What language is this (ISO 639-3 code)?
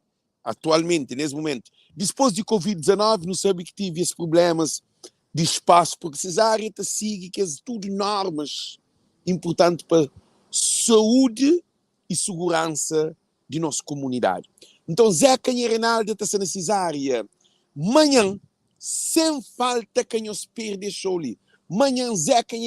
kea